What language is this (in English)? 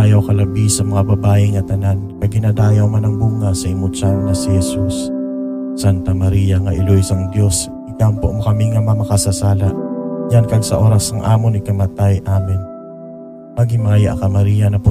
Hiligaynon